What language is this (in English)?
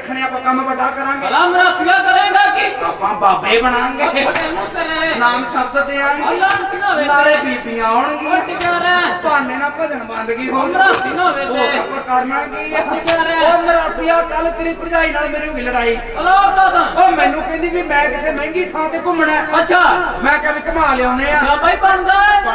Punjabi